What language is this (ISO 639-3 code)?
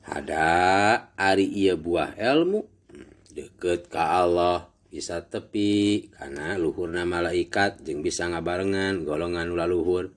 sun